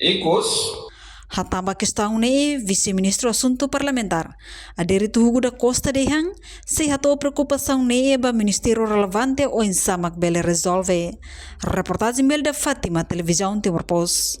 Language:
Tetum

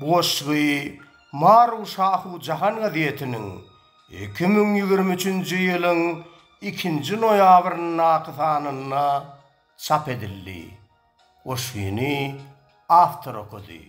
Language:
Turkmen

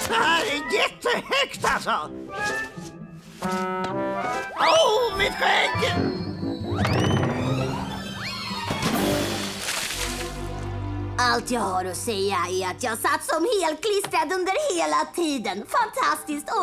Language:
Swedish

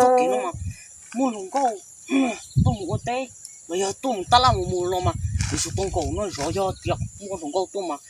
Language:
Hmong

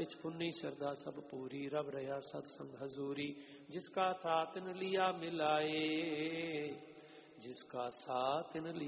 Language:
Hindi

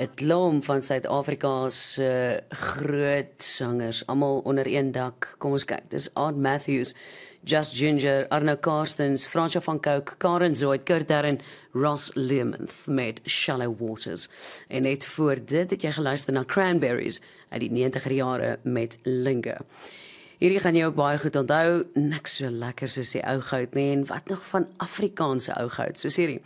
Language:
Afrikaans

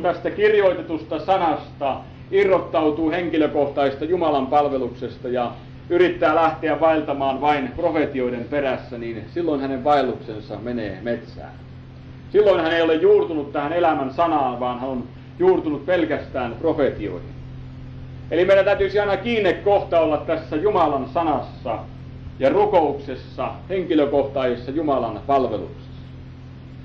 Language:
Finnish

